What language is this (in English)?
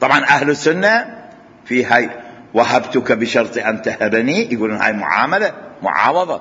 Mesopotamian Arabic